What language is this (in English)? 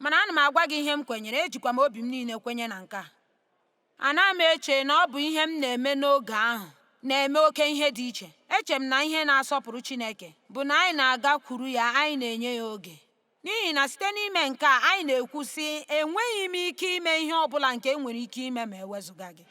Igbo